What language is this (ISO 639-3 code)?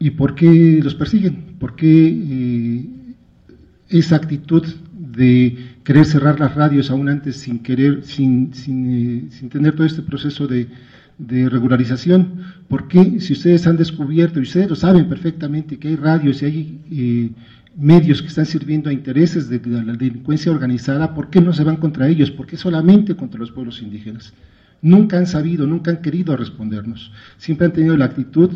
spa